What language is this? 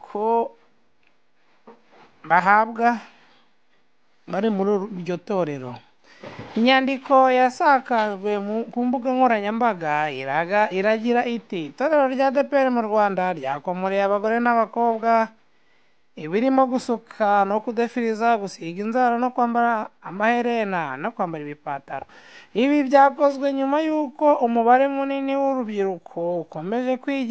Kinyarwanda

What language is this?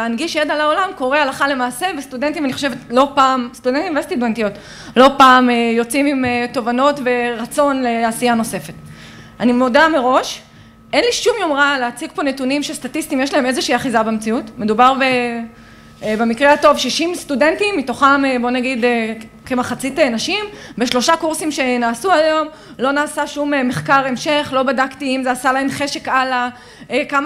Hebrew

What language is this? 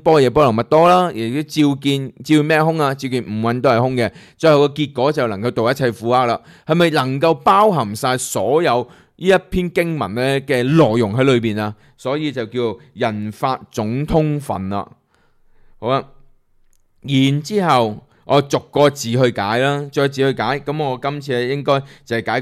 Cantonese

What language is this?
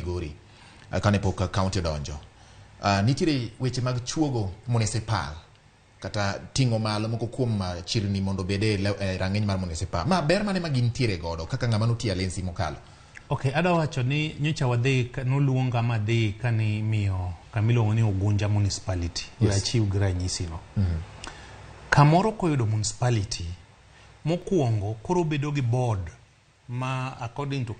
Luo (Kenya and Tanzania)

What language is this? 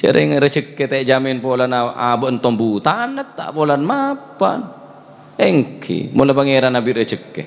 Madurese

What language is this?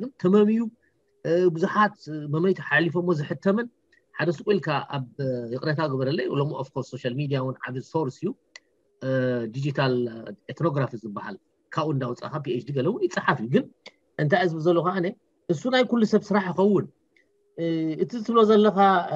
Tigrinya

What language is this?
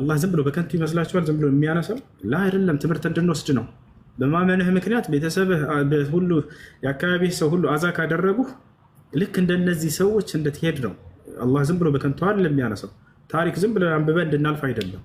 Amharic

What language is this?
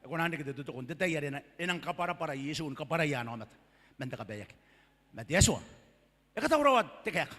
Gilbertese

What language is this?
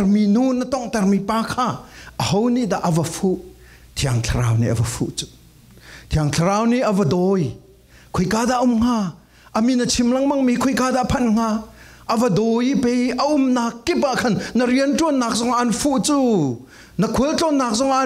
Falam Chin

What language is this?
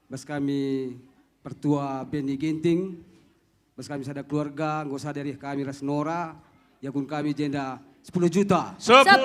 Batak Karo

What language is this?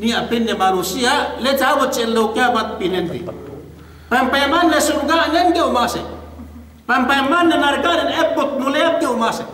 Yakan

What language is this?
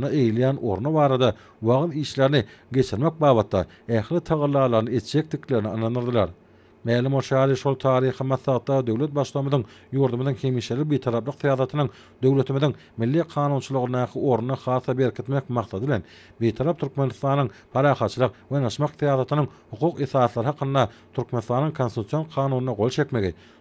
Turkmen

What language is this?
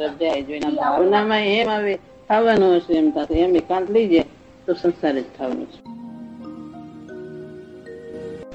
Gujarati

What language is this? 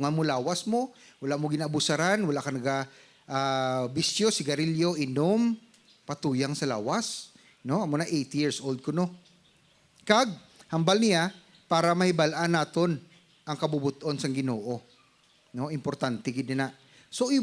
Hiligaynon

